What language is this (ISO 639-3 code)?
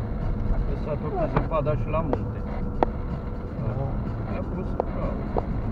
ron